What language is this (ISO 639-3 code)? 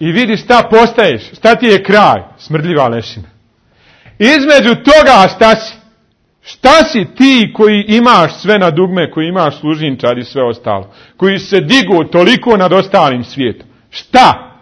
bos